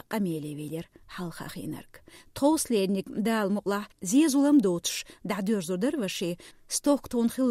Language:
Chechen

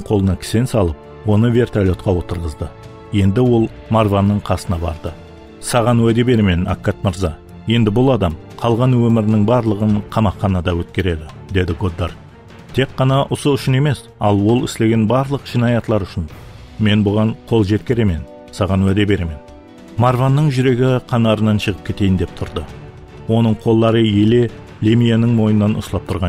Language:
Kara-Kalpak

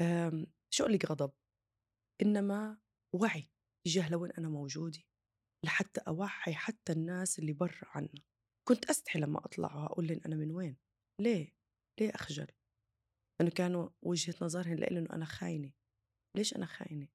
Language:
North Levantine Arabic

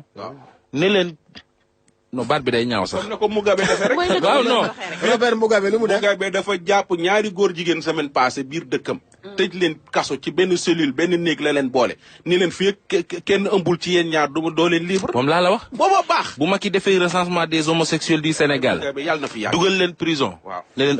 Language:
Wolof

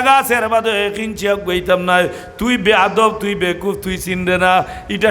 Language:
Sylheti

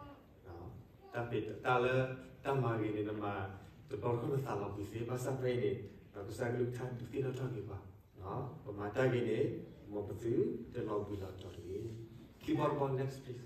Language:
S'gaw Karen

